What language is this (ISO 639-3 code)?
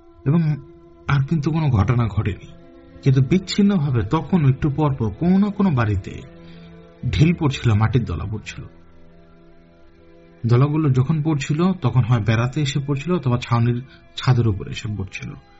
ben